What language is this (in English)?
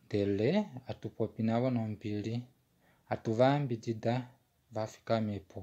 Kuanyama